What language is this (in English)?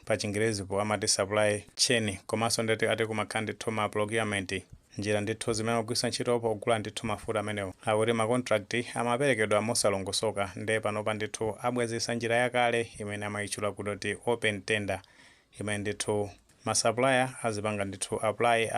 Nyanja